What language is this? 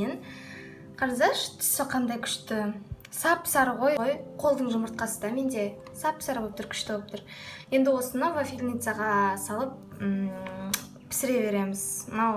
Kazakh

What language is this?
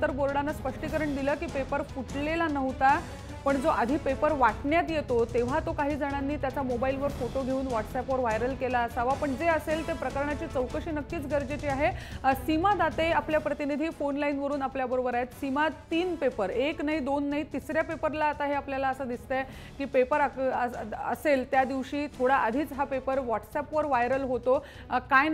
Marathi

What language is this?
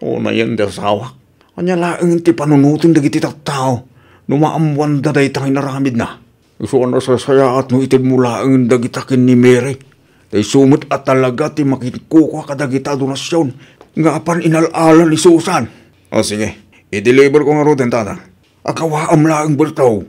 Iloko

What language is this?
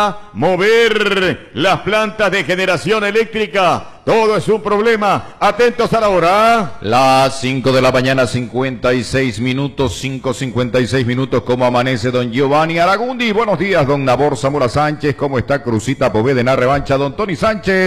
Spanish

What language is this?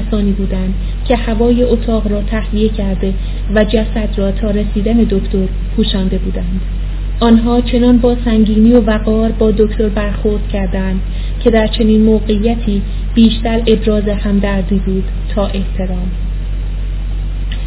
Persian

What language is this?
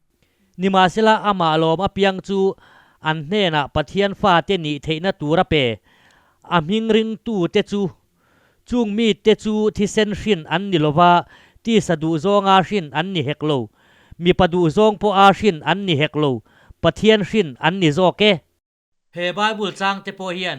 Mizo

